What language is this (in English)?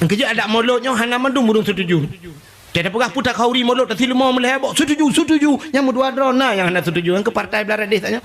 Achinese